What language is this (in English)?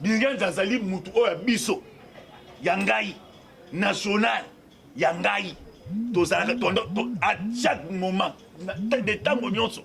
Lingala